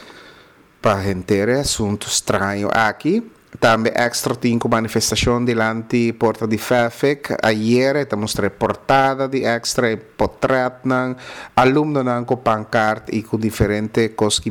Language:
Papiamento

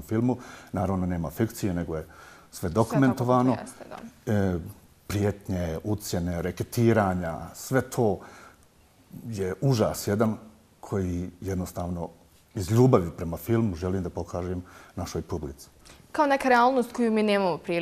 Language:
Bosnian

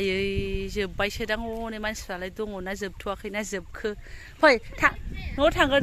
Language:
Bodo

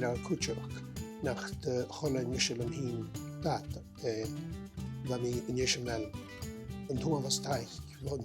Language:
Scottish Gaelic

